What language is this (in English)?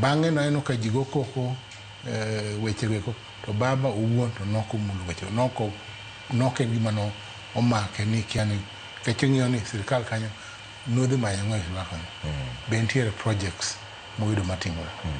Luo (Kenya and Tanzania)